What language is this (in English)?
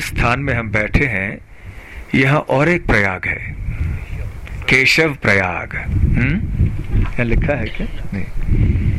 Hindi